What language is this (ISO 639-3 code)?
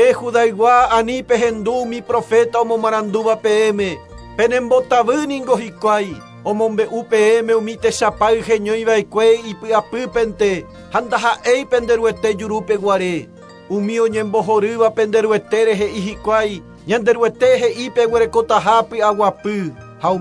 grn